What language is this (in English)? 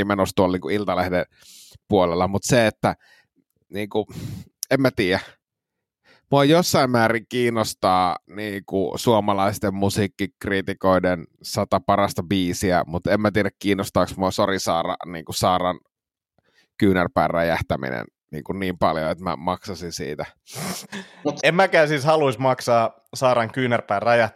Finnish